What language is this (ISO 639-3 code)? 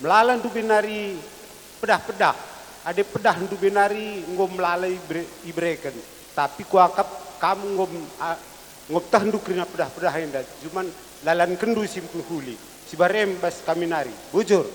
btx